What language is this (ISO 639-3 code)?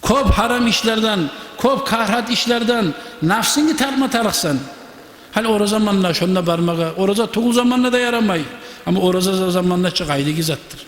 kum